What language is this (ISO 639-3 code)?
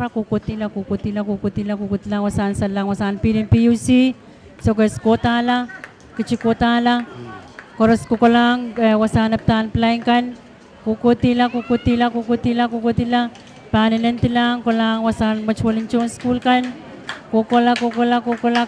pon